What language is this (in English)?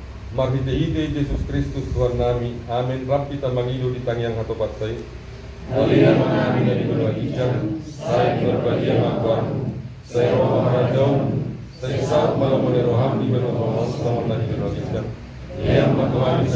Batak Toba